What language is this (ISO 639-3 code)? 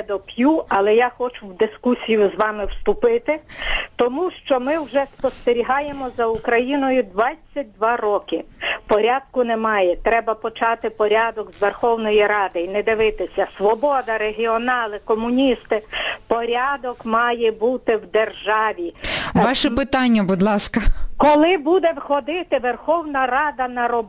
ukr